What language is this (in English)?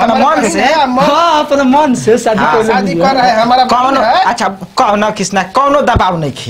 Bhojpuri